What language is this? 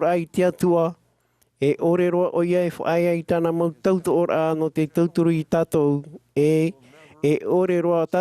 Tahitian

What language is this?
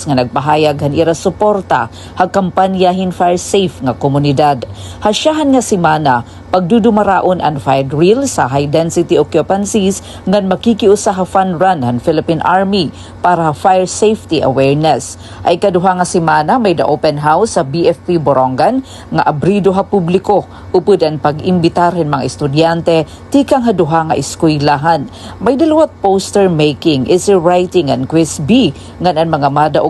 Waray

